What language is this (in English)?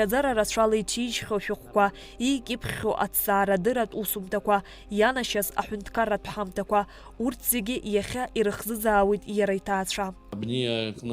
Abkhazian